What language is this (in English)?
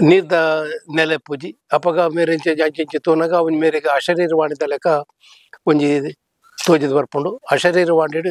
Tulu